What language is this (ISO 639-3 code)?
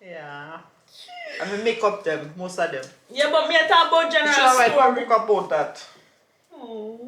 jam